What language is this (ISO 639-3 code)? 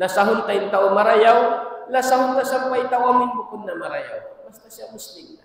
tsg